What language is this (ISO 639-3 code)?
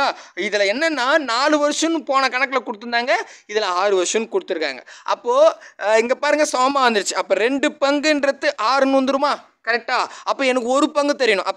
tam